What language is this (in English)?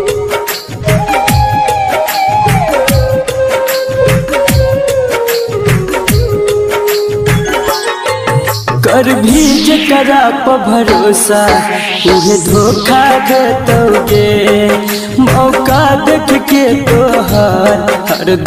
Bhojpuri